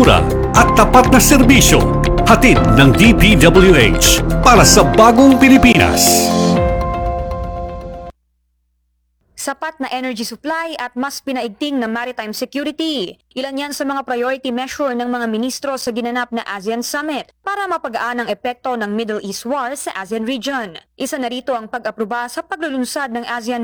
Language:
Filipino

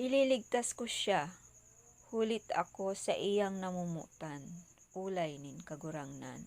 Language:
Bikol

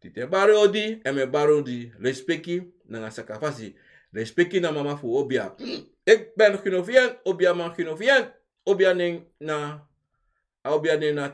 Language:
Sranan Tongo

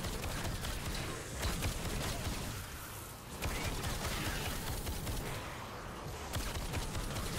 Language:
German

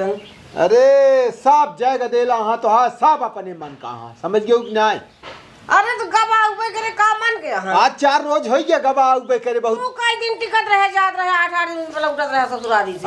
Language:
Awadhi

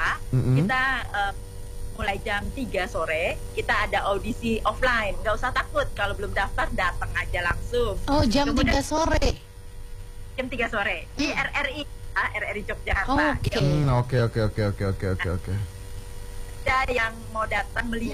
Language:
Indonesian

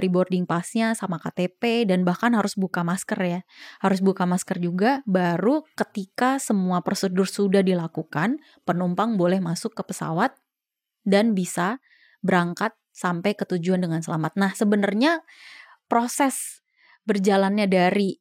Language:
Indonesian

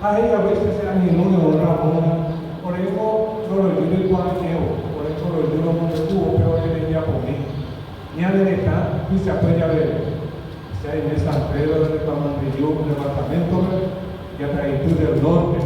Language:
Guarani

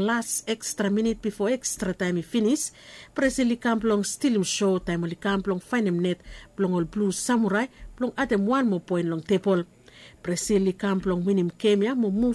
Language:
Bislama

